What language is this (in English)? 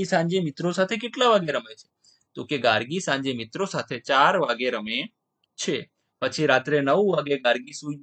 Gujarati